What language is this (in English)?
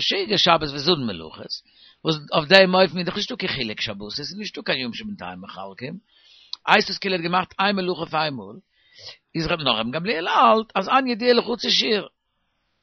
Yiddish